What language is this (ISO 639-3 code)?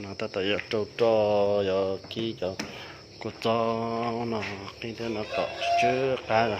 hmn